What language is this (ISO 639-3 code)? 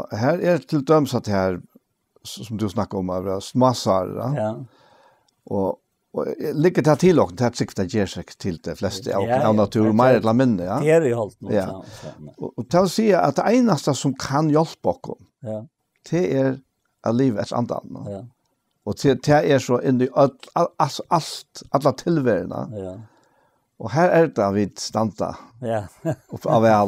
fao